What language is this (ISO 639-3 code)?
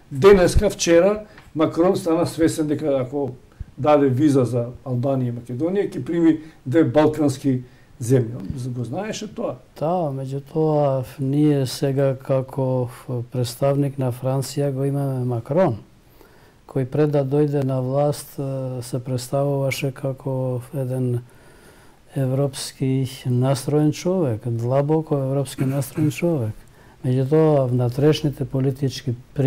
mkd